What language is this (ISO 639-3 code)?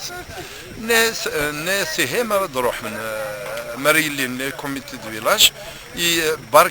kab